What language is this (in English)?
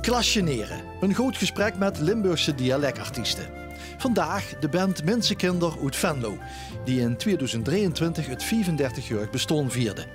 Limburgish